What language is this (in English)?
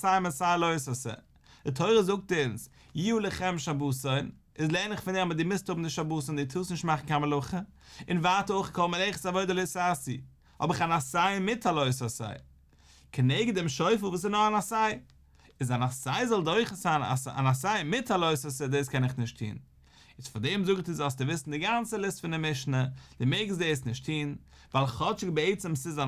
Yiddish